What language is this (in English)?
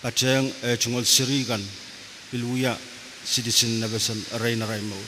Pohnpeian